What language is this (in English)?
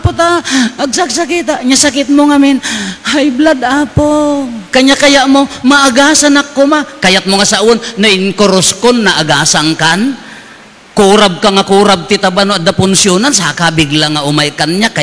Iloko